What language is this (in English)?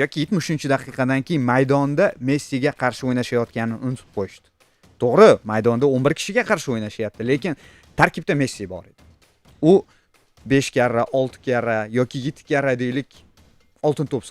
Uzbek